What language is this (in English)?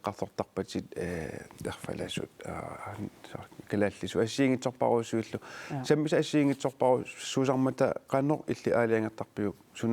Kalaallisut